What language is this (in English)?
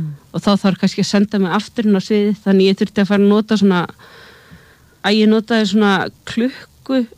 Icelandic